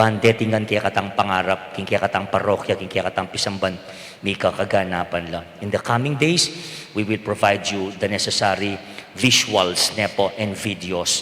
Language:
Pampanga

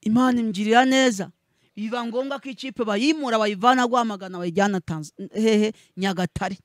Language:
Kinyarwanda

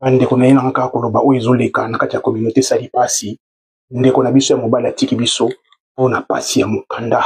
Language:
Lingala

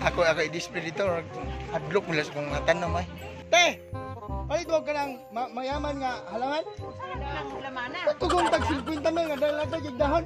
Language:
Cebuano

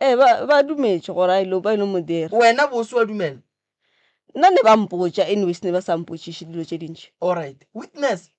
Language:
Northern Sotho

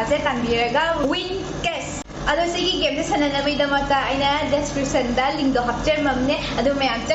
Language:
Manipuri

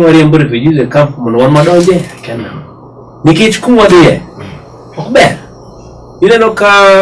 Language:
Luo (Kenya and Tanzania)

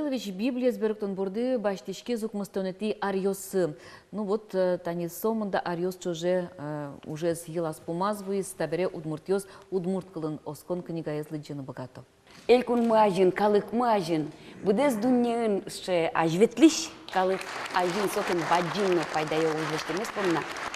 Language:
Udmurt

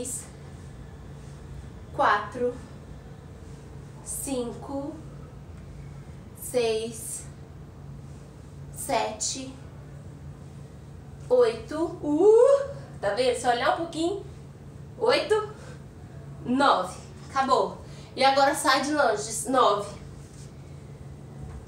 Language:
Portuguese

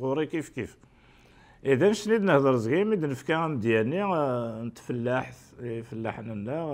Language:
Kabyle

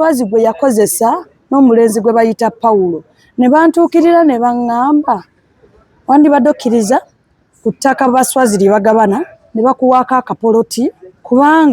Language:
Ganda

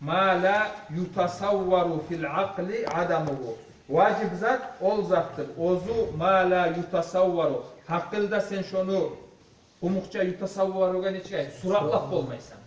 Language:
Kumyk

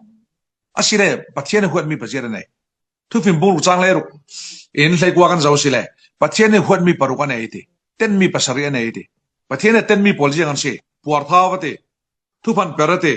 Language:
Falam Chin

